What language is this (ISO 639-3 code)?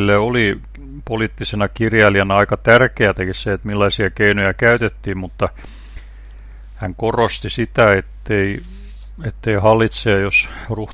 fin